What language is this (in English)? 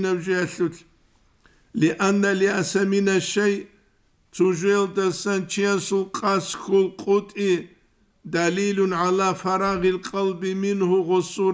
Avaric